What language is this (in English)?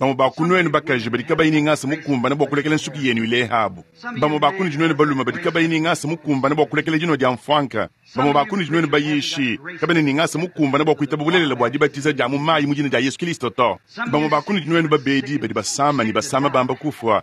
Luba-Lulua